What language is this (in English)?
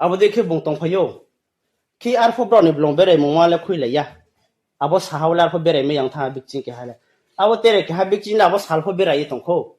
Riang (India)